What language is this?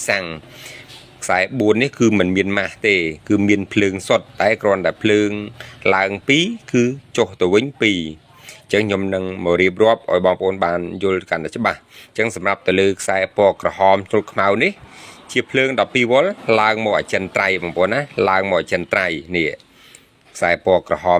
Khmer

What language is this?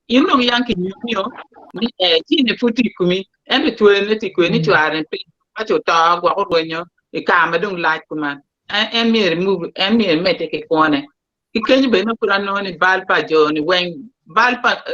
Acoli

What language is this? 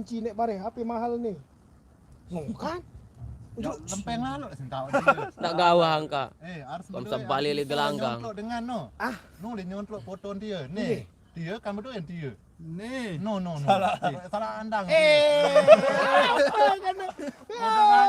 Sasak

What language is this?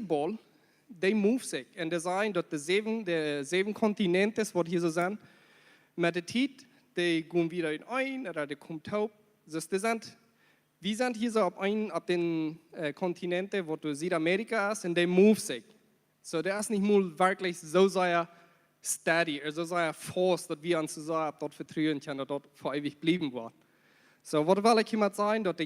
Plautdietsch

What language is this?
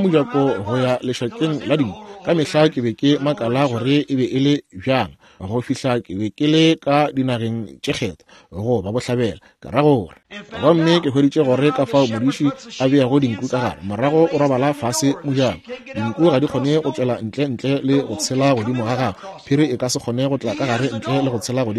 Northern Sotho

